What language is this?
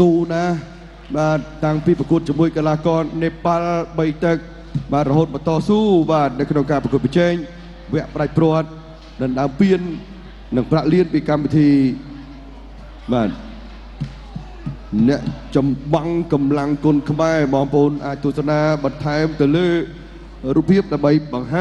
Khmer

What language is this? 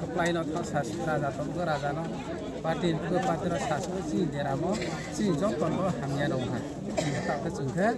Riang (India)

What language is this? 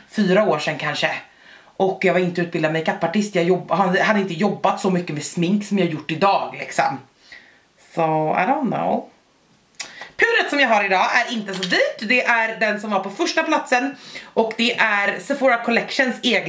Swedish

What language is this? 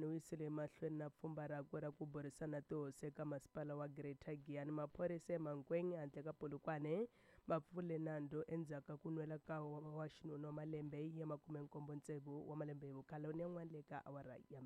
Tsonga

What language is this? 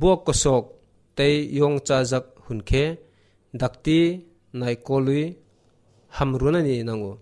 Kok Borok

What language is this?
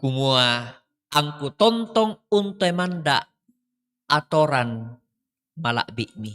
Toraja-Sa'dan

